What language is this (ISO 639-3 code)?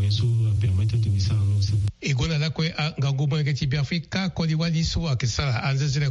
sag